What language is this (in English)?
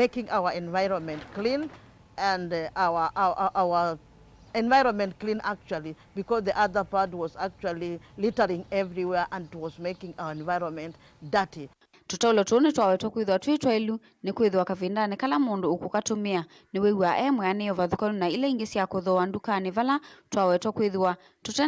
Kamba